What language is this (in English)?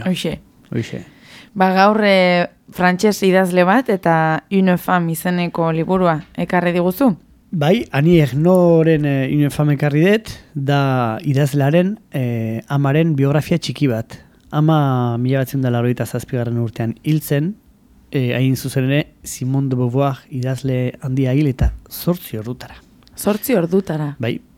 Basque